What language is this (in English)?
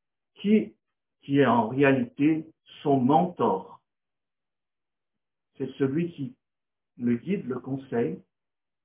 French